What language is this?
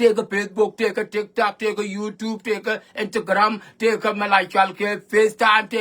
Nuer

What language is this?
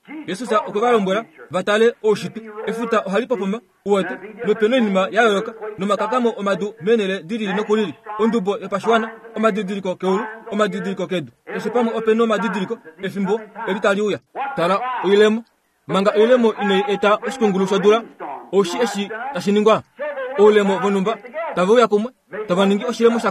Kuanyama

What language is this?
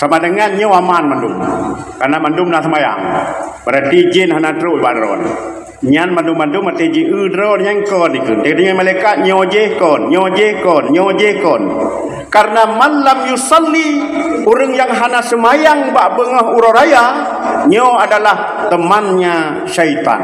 Achinese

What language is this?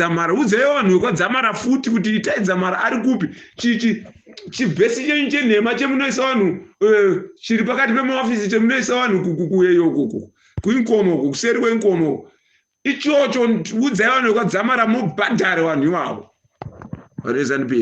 Shona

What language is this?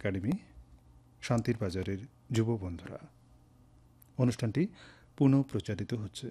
Bangla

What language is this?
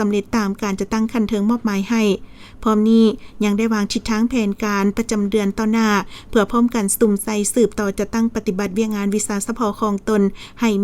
Lao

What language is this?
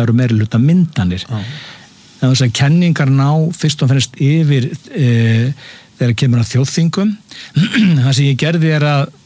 Icelandic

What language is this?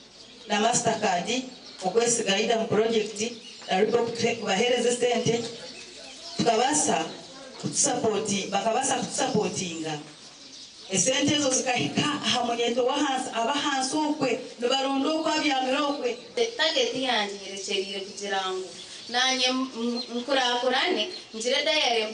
Nyankole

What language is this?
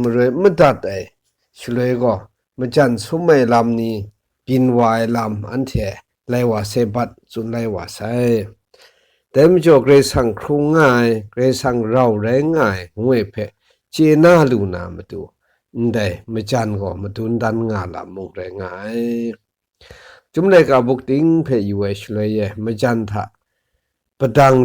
Kachin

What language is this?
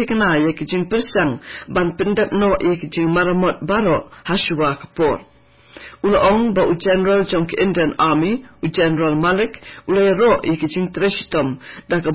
Khasi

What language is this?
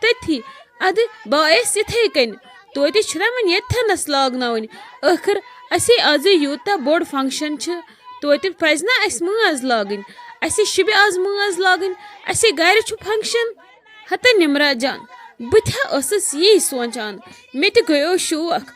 Kashmiri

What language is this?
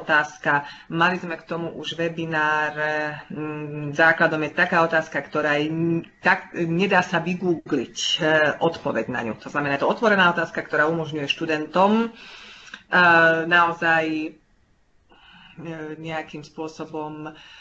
Slovak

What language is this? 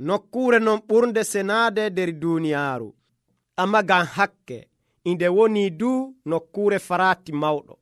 Nigerian Fulfulde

